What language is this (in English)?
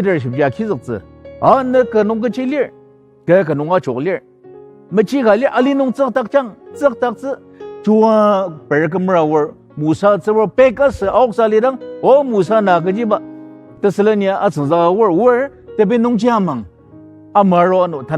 Ao Naga